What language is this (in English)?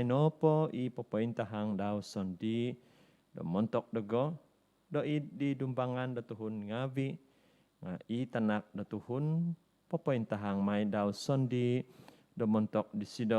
Central Dusun